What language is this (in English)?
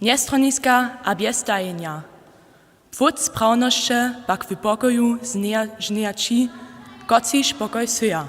Upper Sorbian